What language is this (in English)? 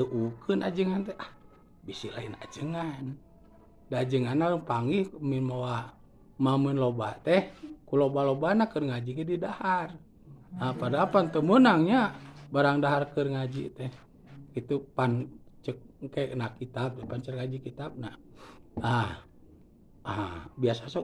Sundanese